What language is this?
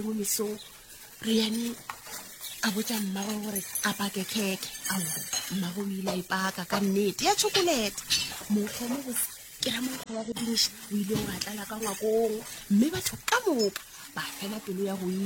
Northern Sotho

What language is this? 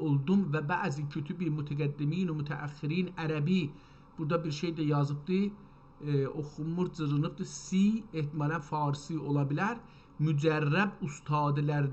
South Azerbaijani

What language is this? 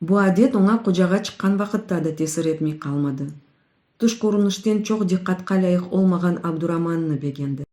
Crimean Tatar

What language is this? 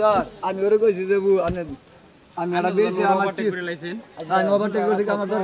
Assamese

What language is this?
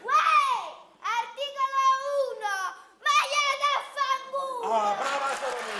Neapolitan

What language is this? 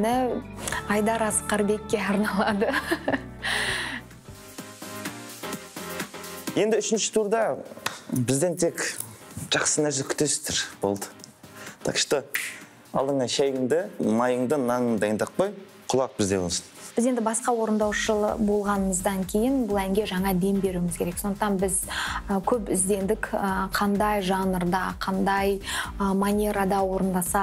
Kazakh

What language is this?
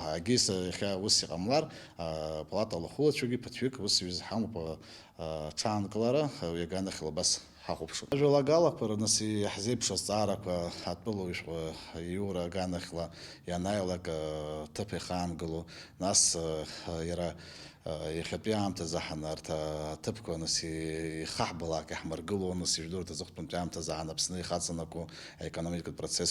Abkhazian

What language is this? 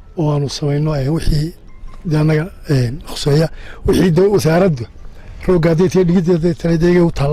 Somali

